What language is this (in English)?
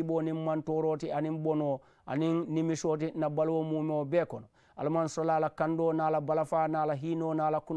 Mandingo